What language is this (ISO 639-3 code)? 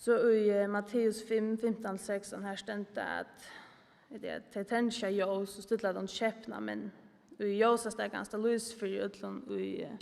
fao